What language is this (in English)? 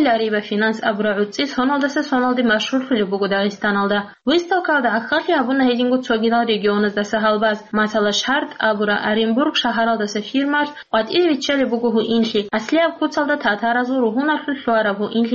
Avaric